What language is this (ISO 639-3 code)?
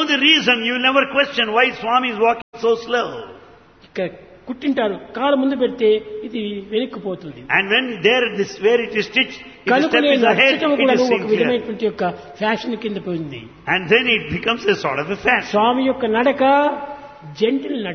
tel